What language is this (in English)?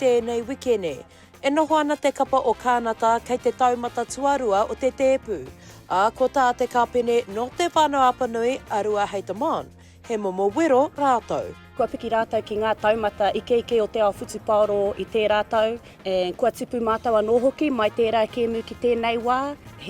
Māori